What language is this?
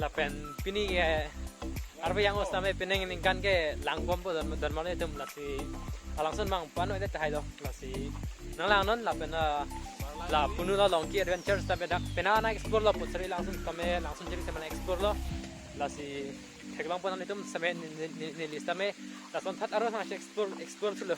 Karbi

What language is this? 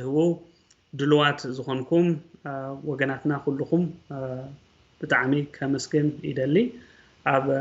Tigrinya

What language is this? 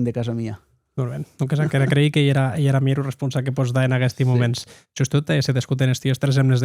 Occitan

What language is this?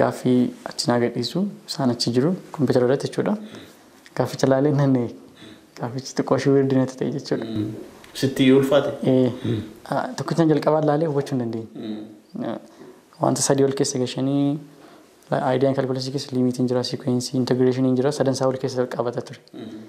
Oromo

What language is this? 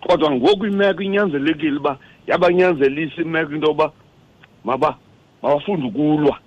Xhosa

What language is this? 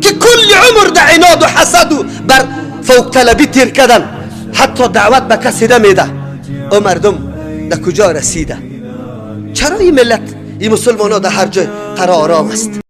Tajik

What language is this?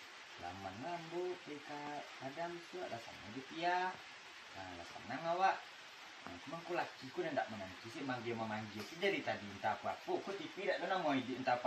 Minangkabau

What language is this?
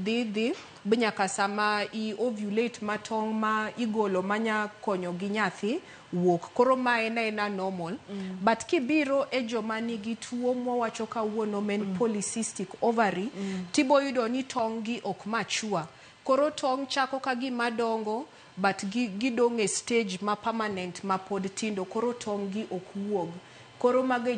Luo (Kenya and Tanzania)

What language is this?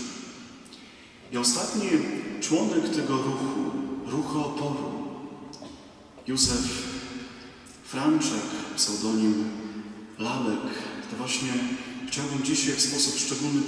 Polish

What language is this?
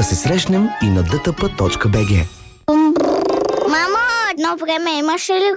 Bulgarian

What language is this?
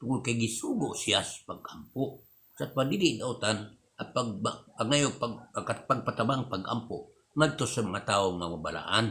Cebuano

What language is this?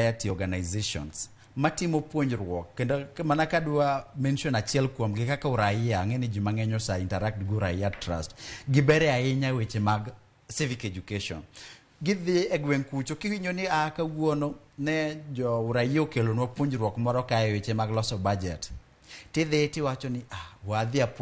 Luo (Kenya and Tanzania)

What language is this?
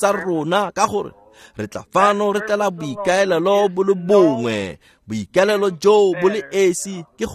Tswana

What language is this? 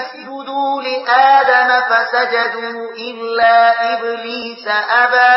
Pashto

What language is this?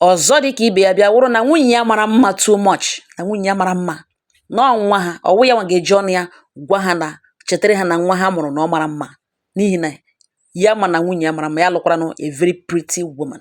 Igbo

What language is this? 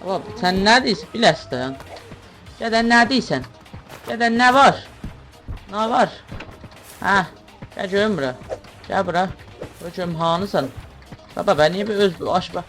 South Azerbaijani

